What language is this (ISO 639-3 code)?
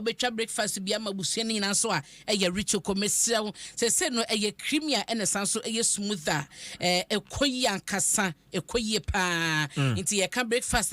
aka